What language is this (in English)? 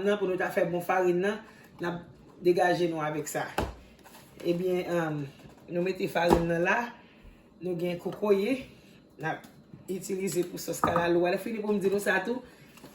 Haitian Creole